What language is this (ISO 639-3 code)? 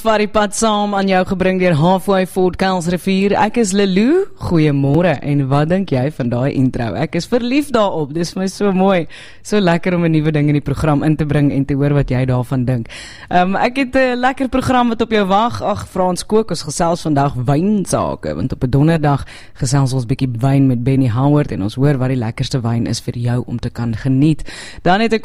afr